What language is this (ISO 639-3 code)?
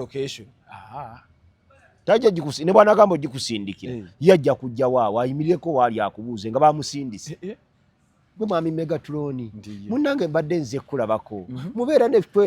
lug